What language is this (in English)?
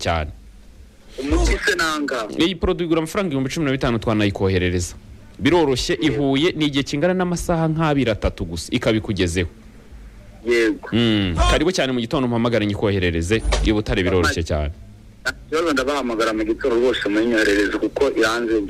Kinyarwanda